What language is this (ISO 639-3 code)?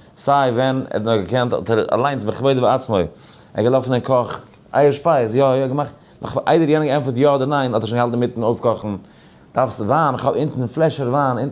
yid